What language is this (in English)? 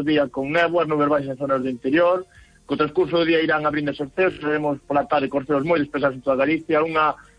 Galician